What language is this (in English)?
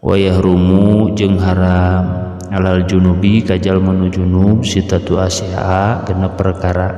Sundanese